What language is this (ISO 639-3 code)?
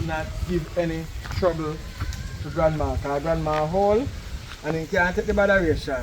jam